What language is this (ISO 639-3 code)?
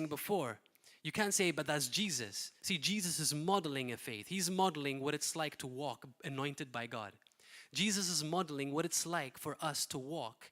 eng